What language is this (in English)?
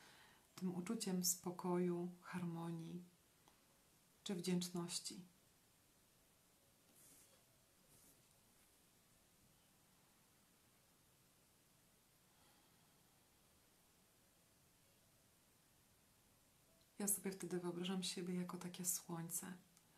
Polish